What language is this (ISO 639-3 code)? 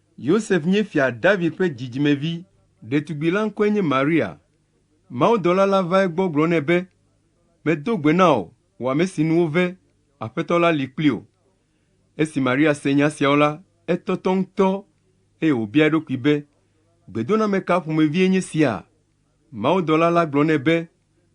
ewe